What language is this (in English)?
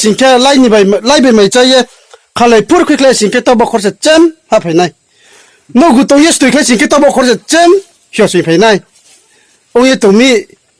Riang (India)